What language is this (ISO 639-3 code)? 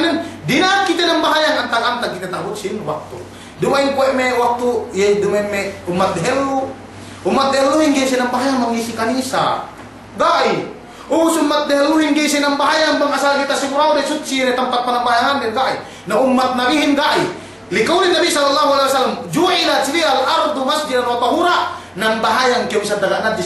yka